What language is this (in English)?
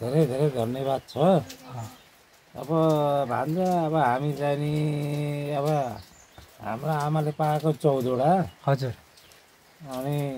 Nepali